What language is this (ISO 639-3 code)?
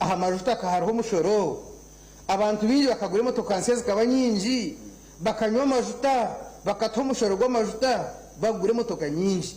nyn